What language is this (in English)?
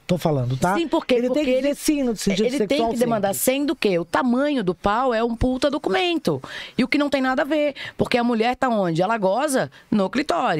Portuguese